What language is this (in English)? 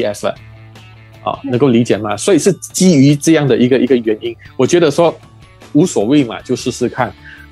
Chinese